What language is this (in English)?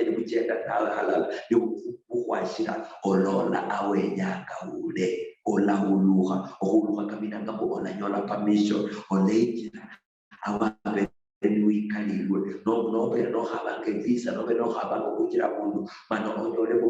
Luyia